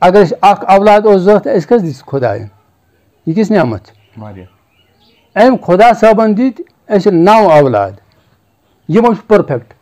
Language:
Kashmiri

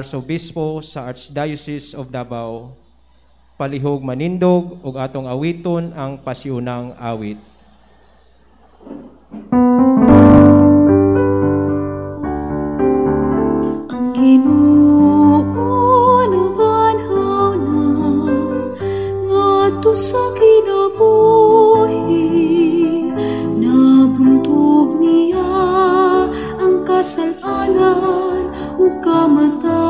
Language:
Cebuano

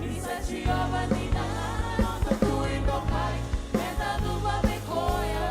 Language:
Fijian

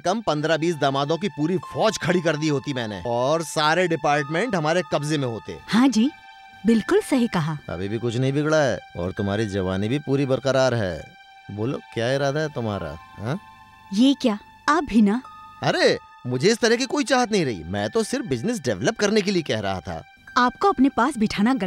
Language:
Hindi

